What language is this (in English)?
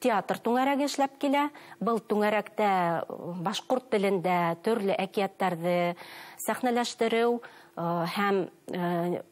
Bashkir